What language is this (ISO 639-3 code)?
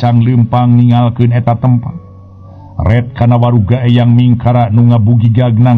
sun